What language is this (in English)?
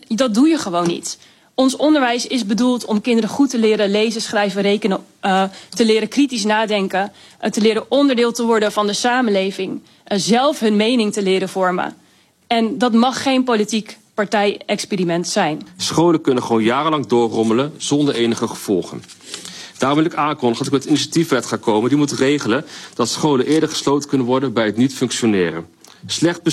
Dutch